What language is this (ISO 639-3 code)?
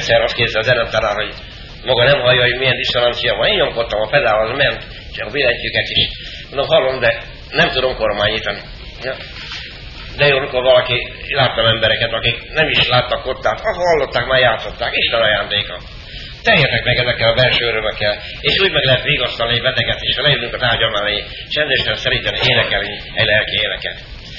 hun